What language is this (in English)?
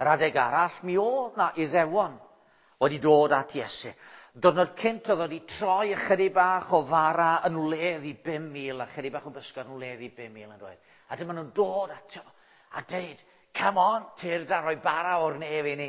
Welsh